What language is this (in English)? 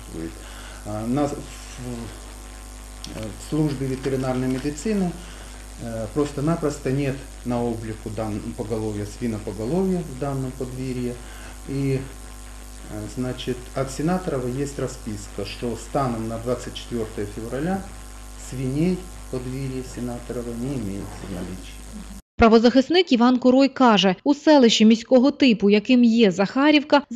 Ukrainian